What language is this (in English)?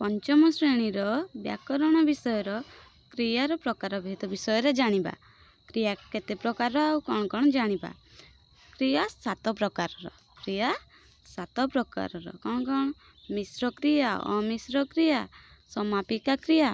Odia